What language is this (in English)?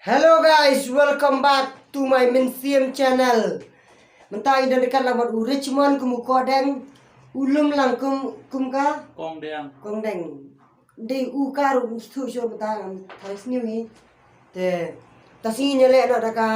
Khasi